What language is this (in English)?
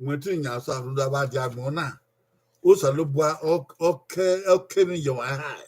Bini